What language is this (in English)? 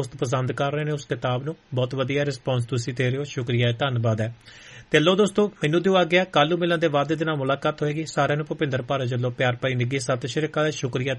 Punjabi